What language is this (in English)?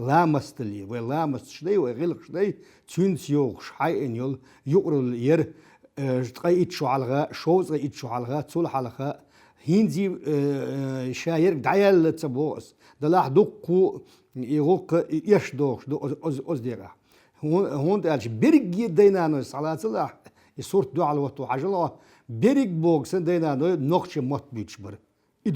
Chechen